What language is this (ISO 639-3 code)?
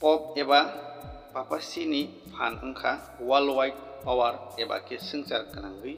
trp